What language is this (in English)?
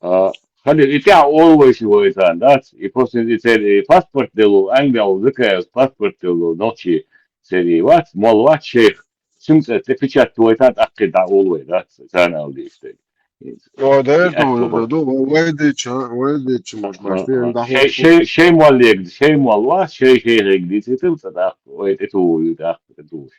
Chechen